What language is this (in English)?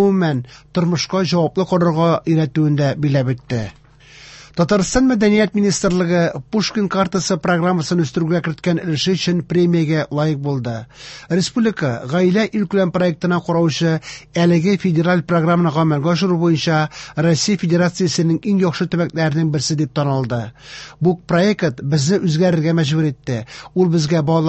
Tatar